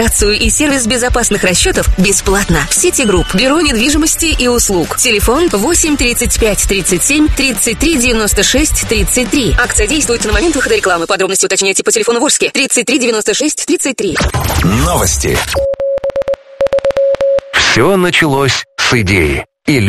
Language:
Russian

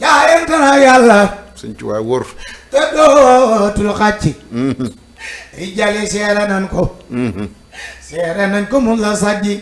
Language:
Wolof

